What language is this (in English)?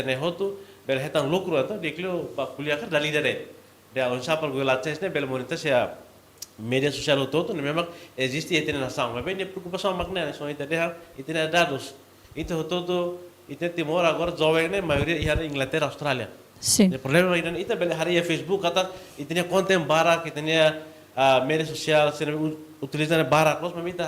Tetum